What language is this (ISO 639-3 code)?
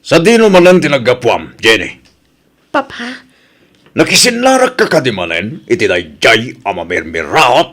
ilo